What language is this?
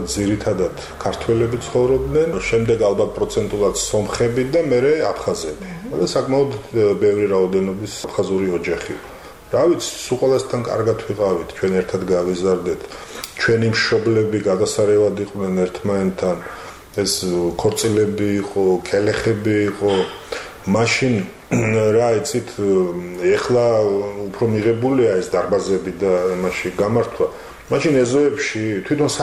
Georgian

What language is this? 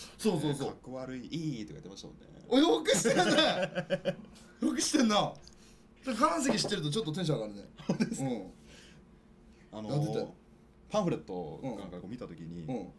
Japanese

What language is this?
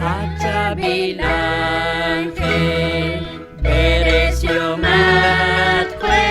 Kekchí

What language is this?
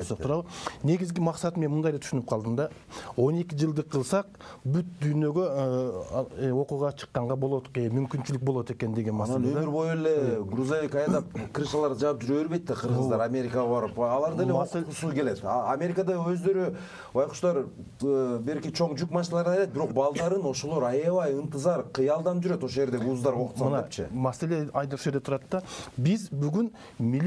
Kyrgyz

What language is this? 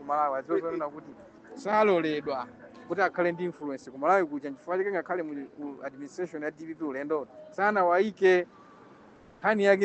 Nyanja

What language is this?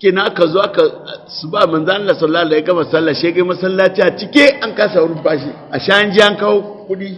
Hausa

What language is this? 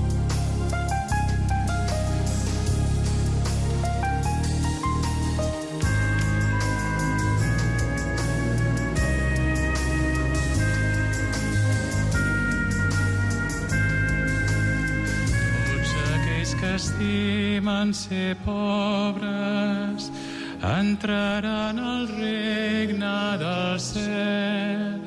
Catalan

